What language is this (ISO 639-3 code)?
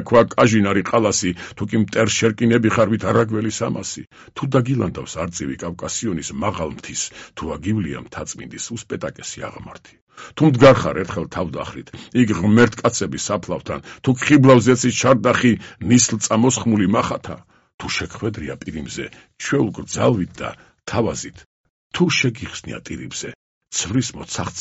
kat